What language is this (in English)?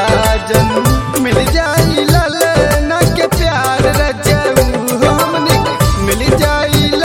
Bhojpuri